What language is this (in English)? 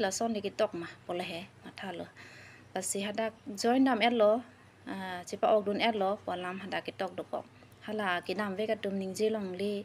Karbi